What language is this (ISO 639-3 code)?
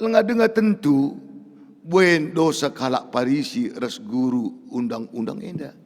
btx